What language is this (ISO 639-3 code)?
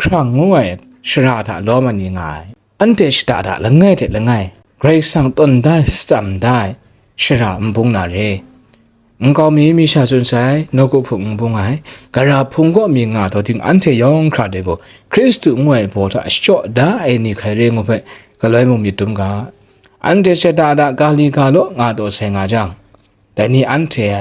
kac